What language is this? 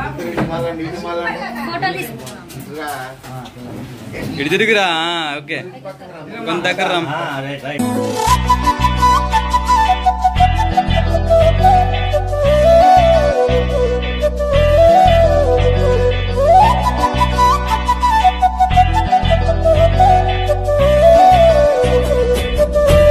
Telugu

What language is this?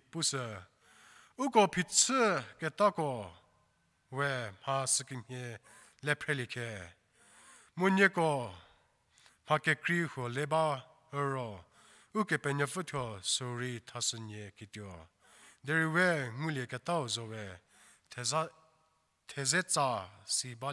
Angami Naga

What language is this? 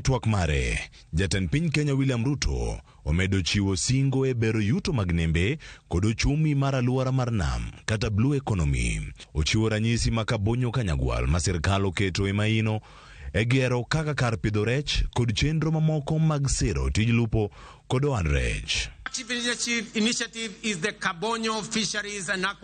Luo (Kenya and Tanzania)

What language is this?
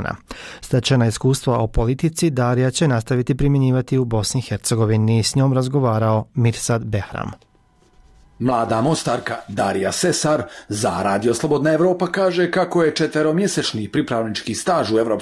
Bosnian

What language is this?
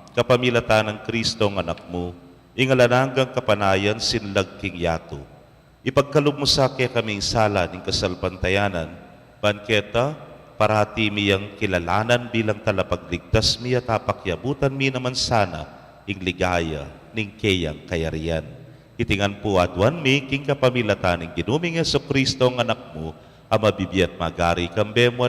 Pampanga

